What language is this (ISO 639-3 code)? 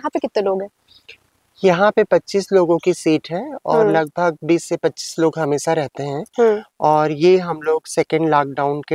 hin